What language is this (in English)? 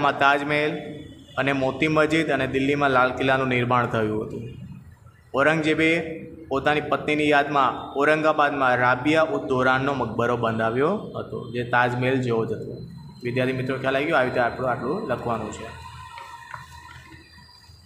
Gujarati